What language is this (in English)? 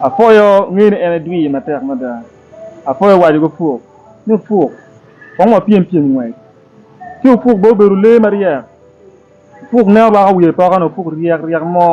Acoli